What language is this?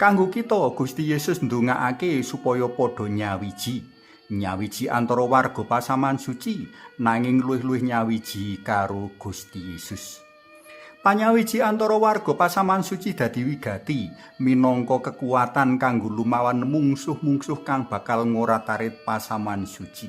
Javanese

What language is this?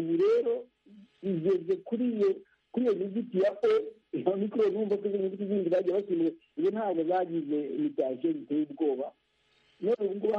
Kinyarwanda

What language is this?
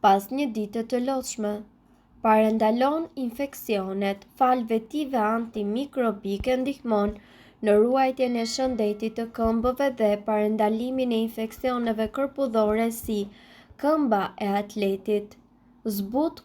Albanian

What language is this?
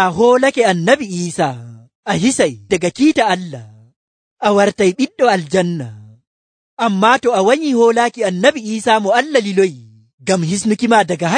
Nigerian Fulfulde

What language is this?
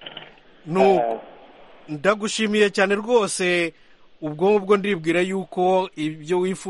Kinyarwanda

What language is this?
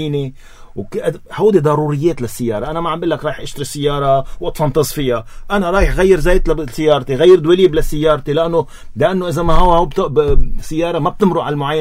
North Levantine Arabic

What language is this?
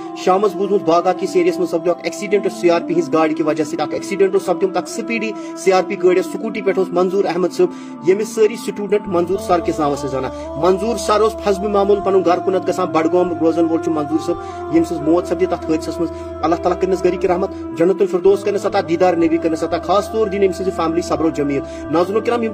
Kashmiri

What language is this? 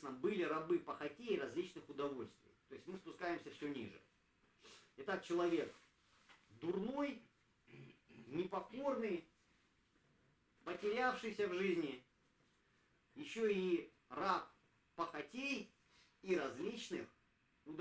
Russian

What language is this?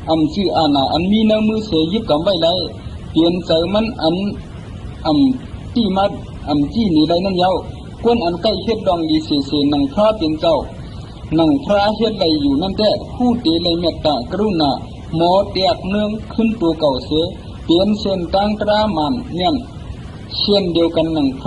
Shan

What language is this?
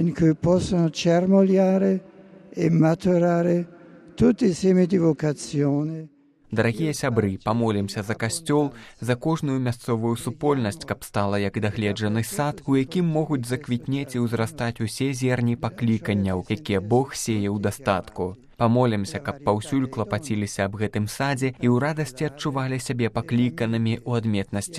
Belarusian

